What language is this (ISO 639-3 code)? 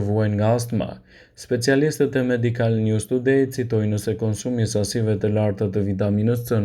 sqi